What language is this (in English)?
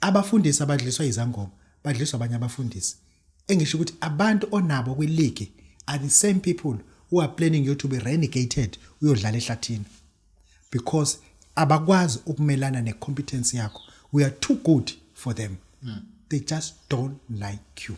Zulu